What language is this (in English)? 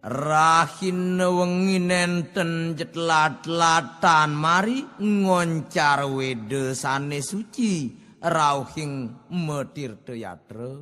Balinese